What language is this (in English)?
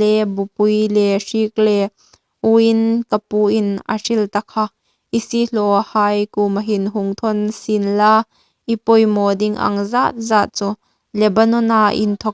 Hmar